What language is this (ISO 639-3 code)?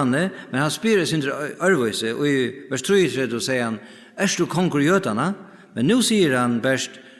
fao